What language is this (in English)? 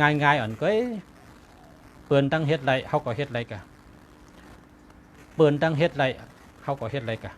Shan